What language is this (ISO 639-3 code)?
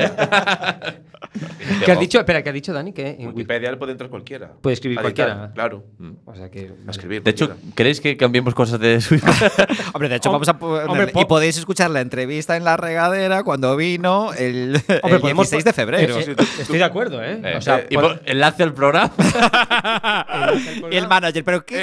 spa